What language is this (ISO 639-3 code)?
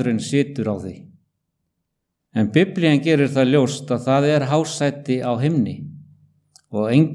isl